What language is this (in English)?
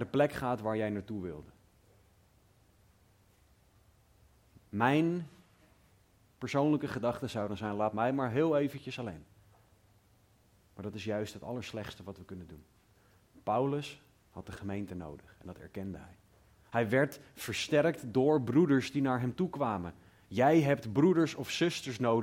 Dutch